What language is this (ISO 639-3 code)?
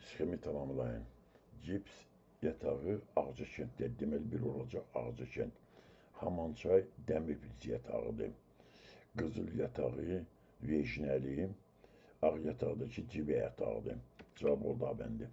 aze